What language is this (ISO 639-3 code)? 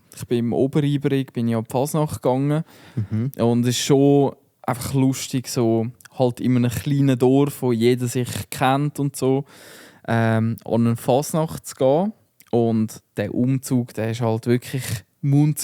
gsw